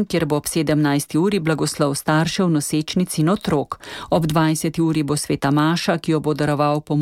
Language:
Slovenian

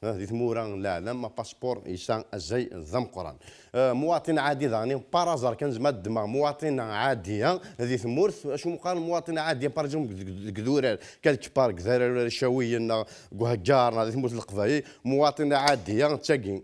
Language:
Kabyle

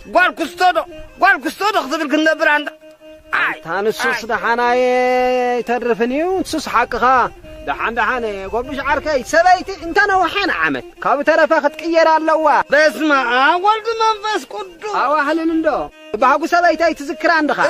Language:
Tigrinya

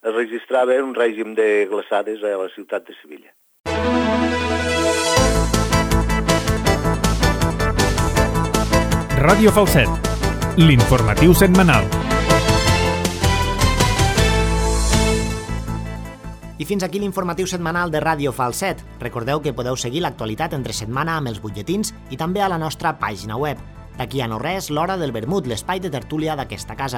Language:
Catalan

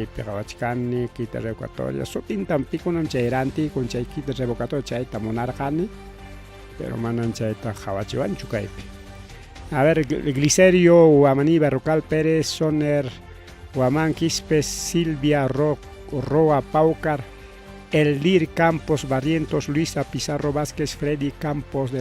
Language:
Ayacucho Quechua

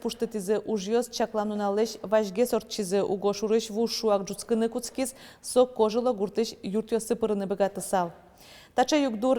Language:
Udmurt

